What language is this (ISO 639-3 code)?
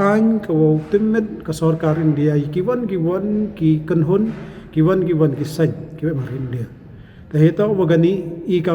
pbv